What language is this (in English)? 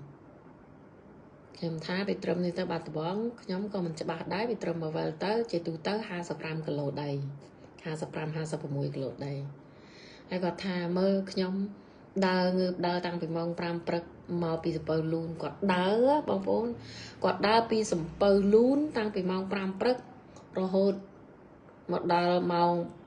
Khmer